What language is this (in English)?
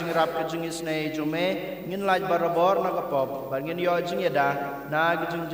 Khasi